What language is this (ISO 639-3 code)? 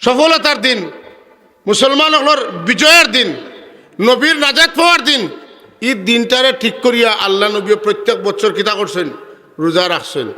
syl